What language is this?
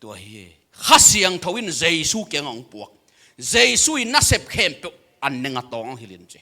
Tedim Chin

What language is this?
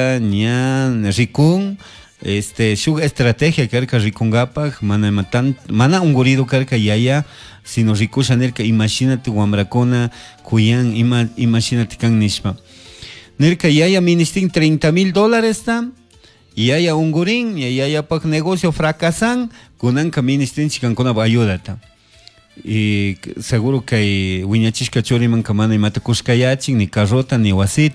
Chimborazo Highland Quichua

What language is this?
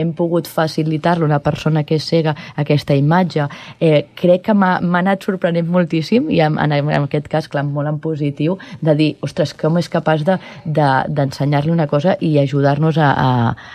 Catalan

